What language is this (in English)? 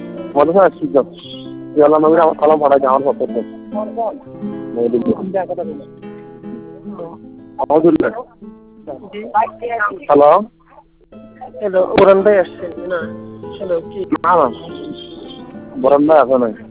Bangla